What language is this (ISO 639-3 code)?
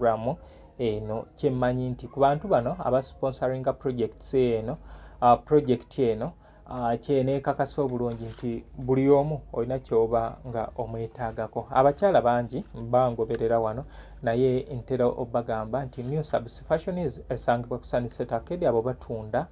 lug